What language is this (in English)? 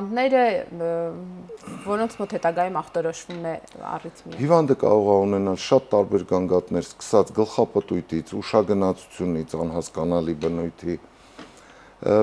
Armenian